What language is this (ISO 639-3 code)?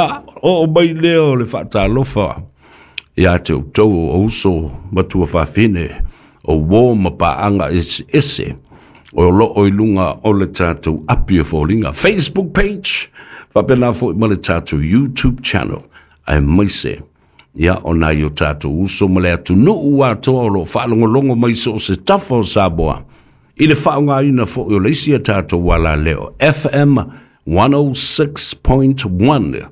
smo